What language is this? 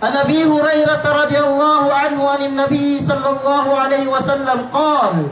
Yakan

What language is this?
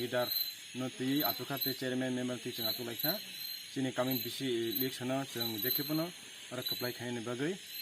Kok Borok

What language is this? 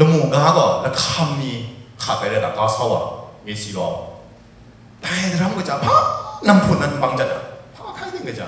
Kachin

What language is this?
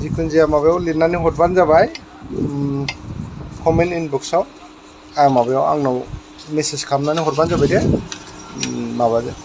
Bodo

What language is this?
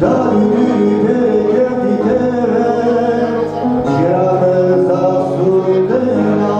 Zaza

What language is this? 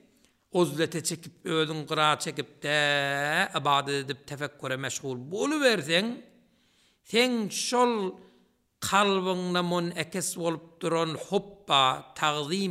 Turkmen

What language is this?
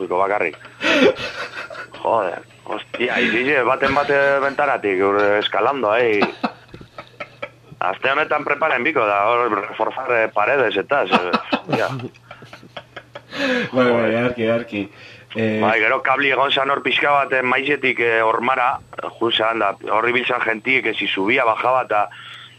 Basque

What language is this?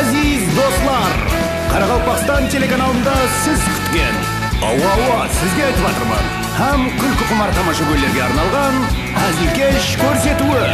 Kara-Kalpak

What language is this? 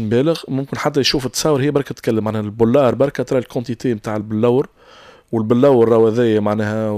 Tunisian Arabic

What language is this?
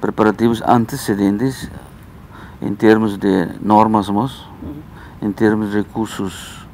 Tetum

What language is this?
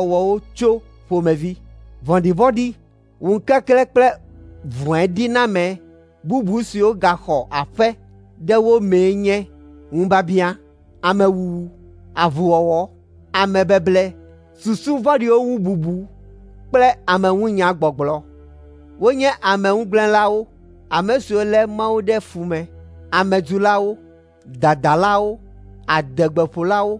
Ewe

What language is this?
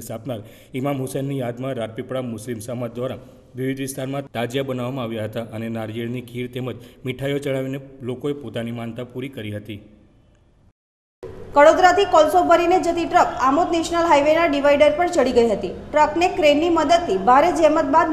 Gujarati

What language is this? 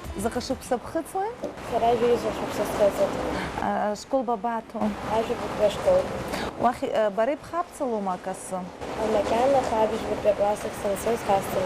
Abkhazian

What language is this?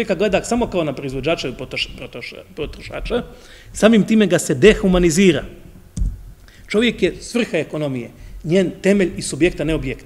Croatian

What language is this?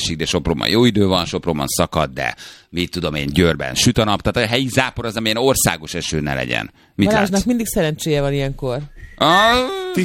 Hungarian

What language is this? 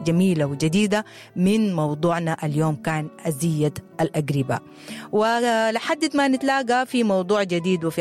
Sudanese Arabic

